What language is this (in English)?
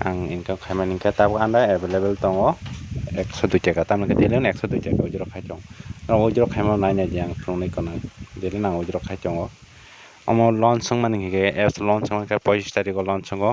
Kok Borok